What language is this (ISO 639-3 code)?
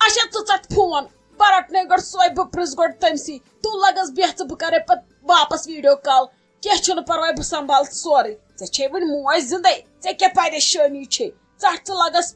kas